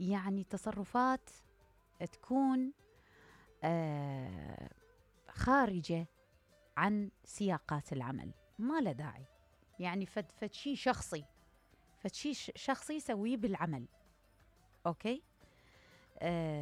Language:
Mesopotamian Arabic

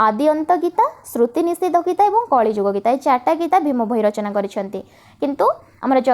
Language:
Odia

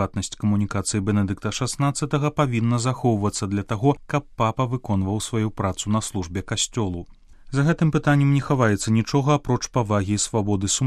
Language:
Belarusian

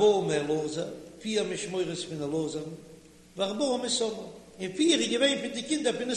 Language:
Yiddish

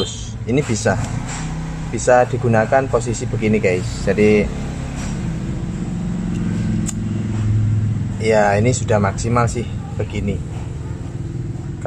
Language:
Indonesian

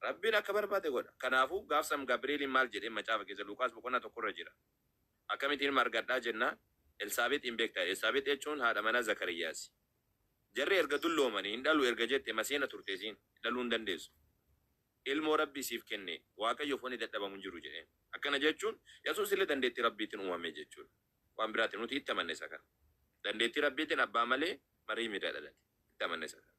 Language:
Oromo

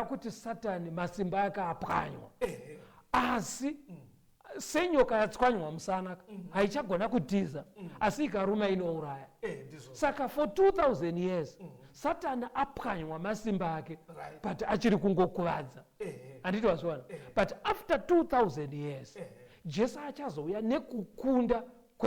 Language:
Shona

